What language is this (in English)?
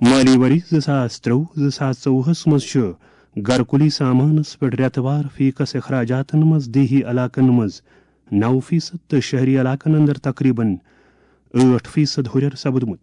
Kashmiri